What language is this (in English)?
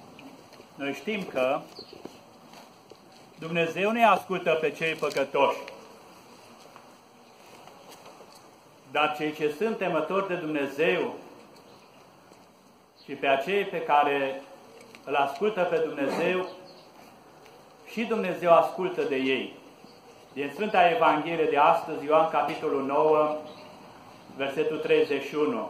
Romanian